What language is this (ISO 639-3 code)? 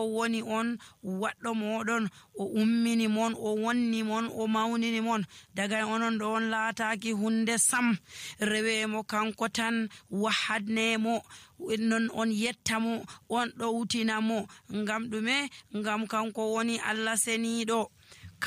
fuv